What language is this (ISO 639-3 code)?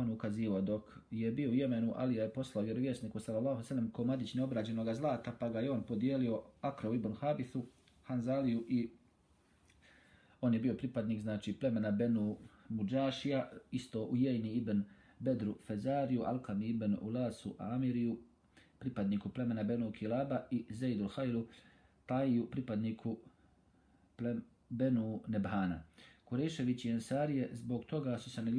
bos